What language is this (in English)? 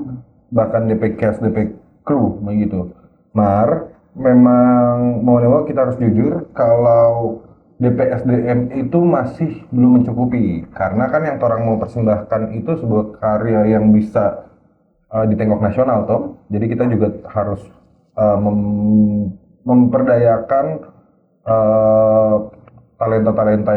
Manado Malay